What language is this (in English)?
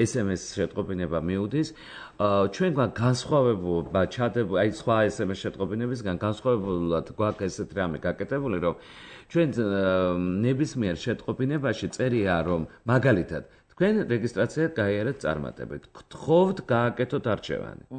Georgian